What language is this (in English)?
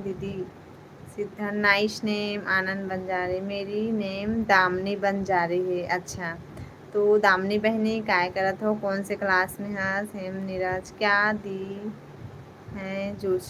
Chhattisgarhi